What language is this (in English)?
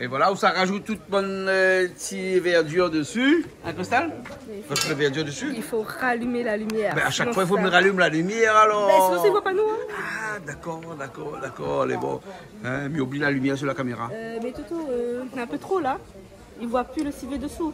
Réunion Creole French